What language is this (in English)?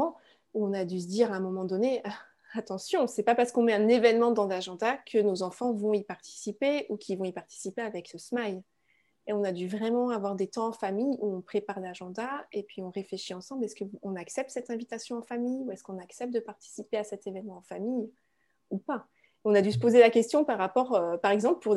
French